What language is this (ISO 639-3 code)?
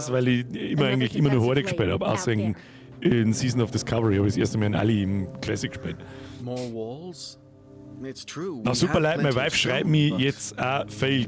bar